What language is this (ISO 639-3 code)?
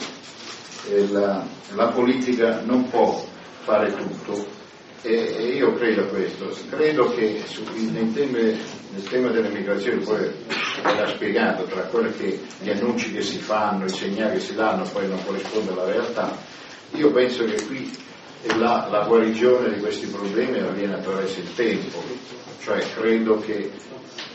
ita